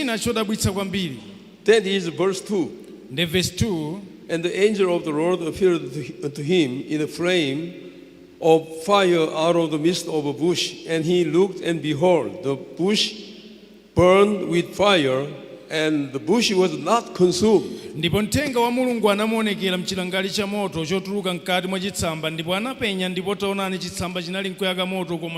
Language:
Nyanja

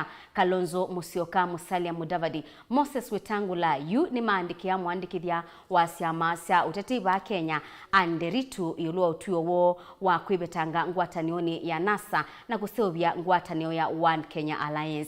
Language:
Kamba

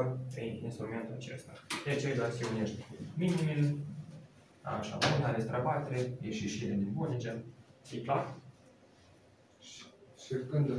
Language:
Romanian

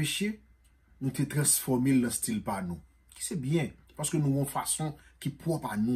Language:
Haitian Creole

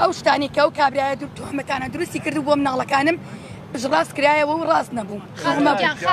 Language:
Central Kurdish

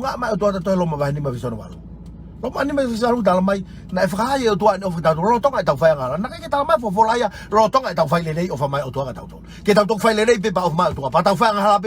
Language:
Tongan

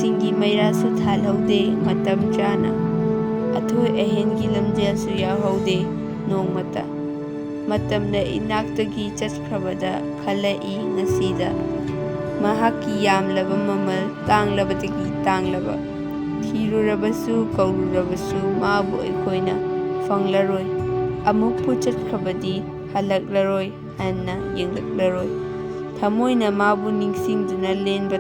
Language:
Manipuri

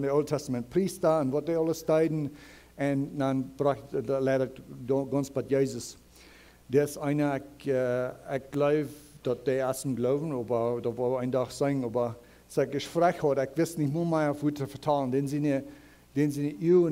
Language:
Plautdietsch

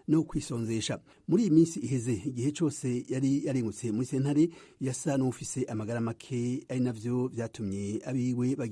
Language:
Rundi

